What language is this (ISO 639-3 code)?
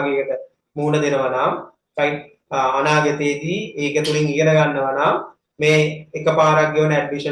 sin